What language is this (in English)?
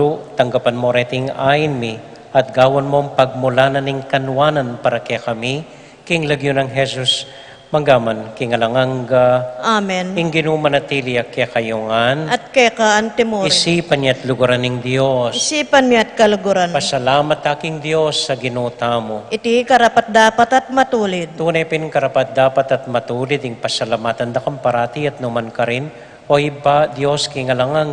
Pampanga